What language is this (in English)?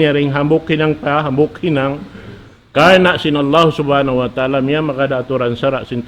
Tausug